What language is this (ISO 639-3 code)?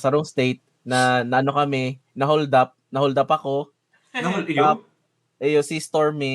bik